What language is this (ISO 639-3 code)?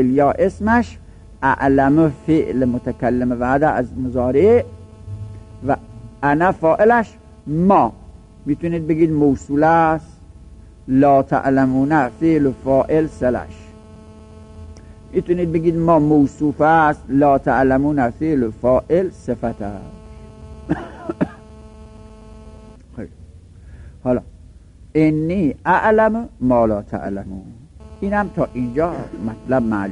fas